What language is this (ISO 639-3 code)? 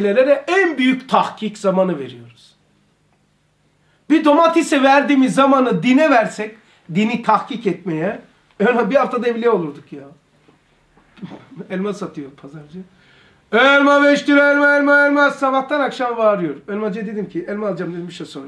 tur